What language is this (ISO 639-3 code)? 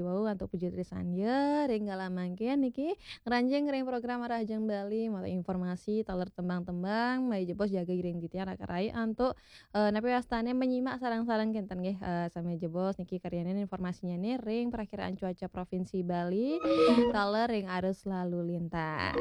ban